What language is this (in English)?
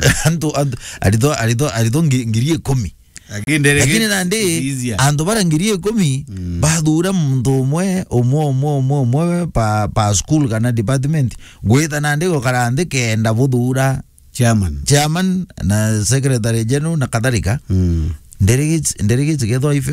Meru